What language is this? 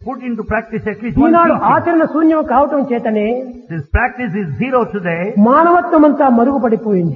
Telugu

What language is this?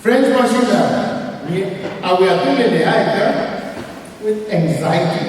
Tangkhul Naga (India)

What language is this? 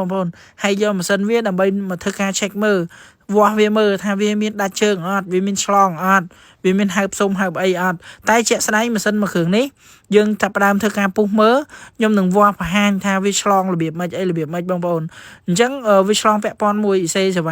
Khmer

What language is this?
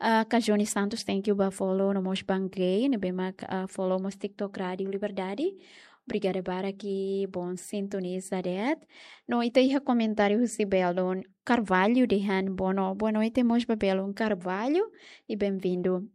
Tetum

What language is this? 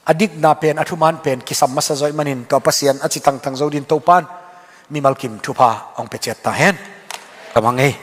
Tedim Chin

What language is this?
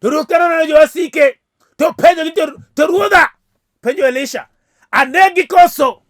Luo (Kenya and Tanzania)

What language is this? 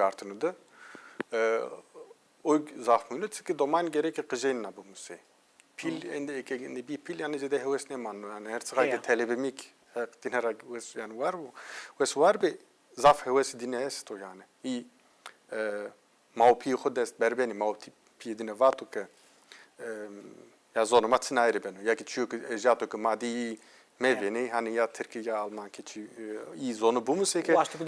Zaza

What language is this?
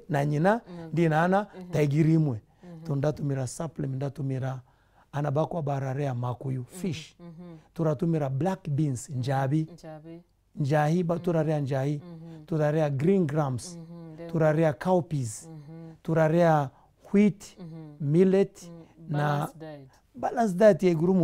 Meru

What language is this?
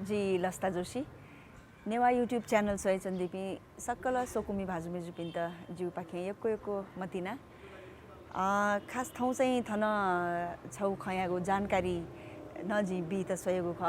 Newari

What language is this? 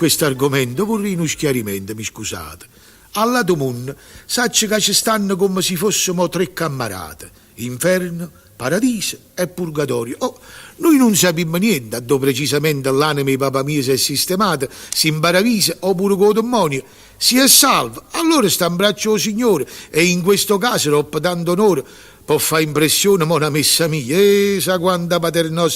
Neapolitan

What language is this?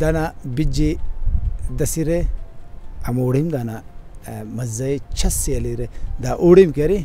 Brahui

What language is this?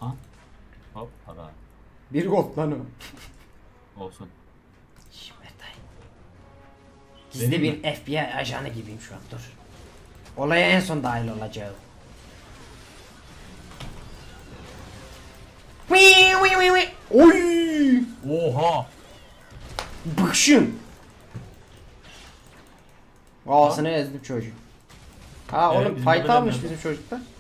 Turkish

